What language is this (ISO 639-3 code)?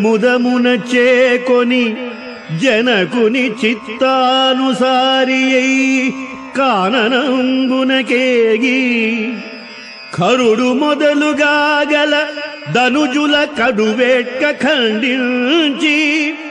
tel